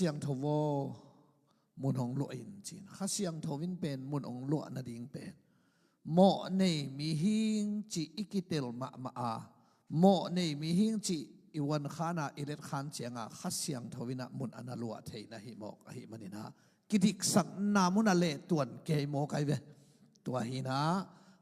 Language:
Tedim Chin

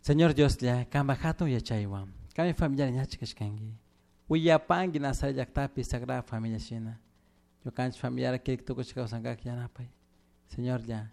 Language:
Chimborazo Highland Quichua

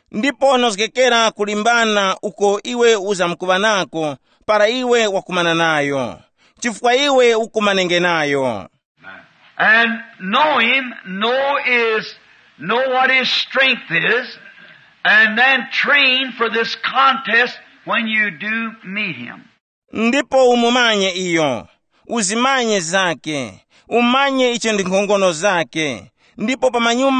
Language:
Tumbuka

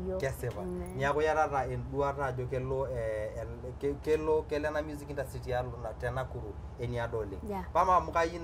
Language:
Masai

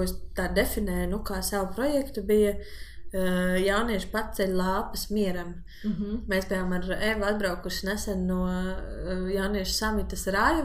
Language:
Latvian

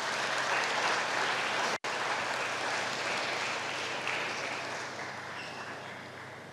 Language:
Indonesian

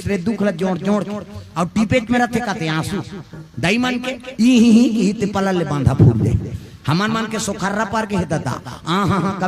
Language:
Chhattisgarhi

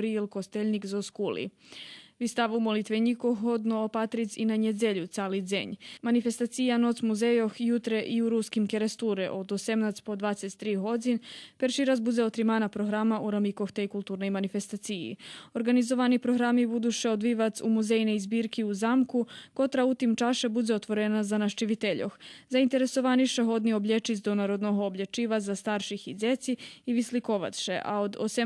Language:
Rusyn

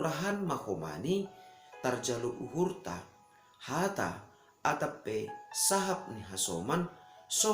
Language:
Batak Simalungun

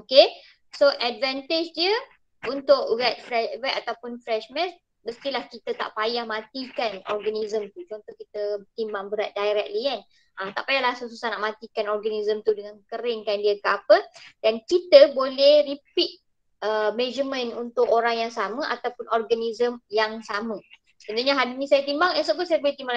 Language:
Malay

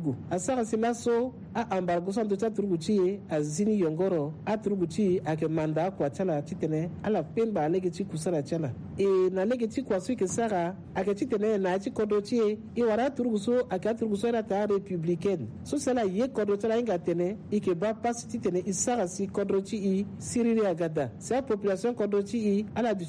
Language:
Sango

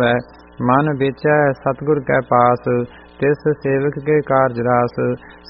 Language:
Punjabi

